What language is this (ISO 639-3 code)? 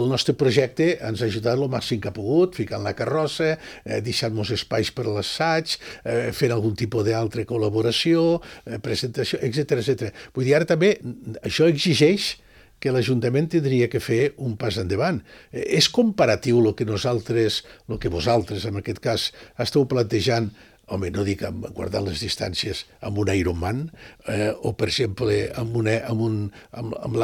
cat